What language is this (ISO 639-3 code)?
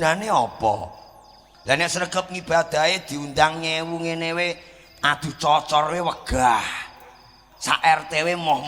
jav